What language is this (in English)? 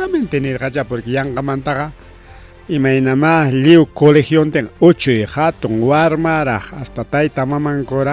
Ayacucho Quechua